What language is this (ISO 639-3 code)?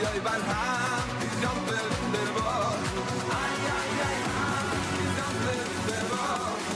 yid